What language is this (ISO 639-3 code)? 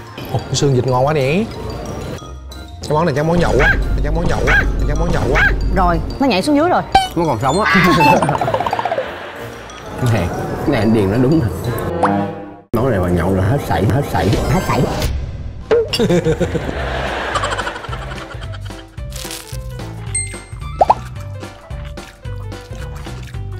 vie